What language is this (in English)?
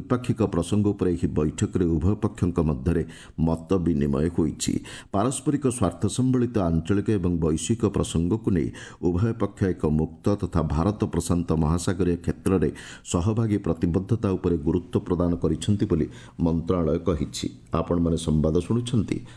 Odia